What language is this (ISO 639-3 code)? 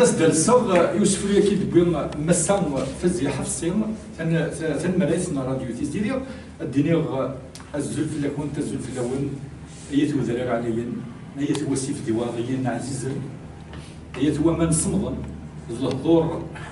kab